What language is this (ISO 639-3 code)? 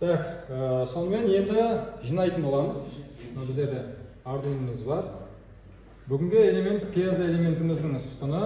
kaz